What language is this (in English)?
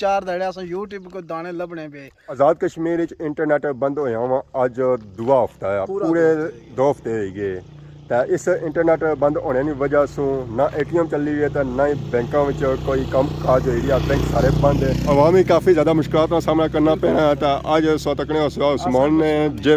Pahari-Potwari